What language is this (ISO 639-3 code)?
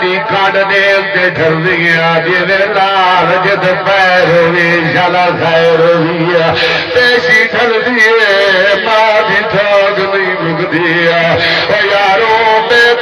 skr